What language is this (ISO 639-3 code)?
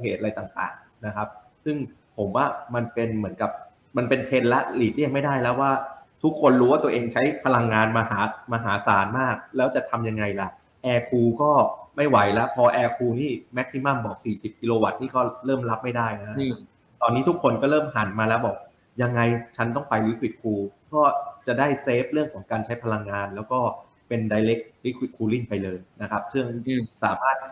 tha